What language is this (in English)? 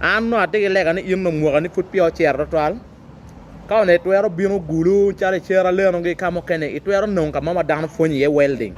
Acoli